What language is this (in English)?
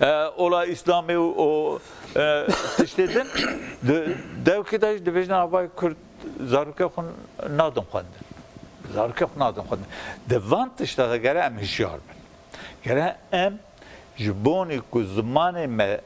Kurdish